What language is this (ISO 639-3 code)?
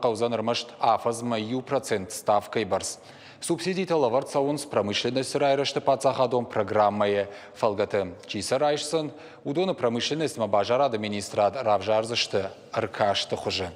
oss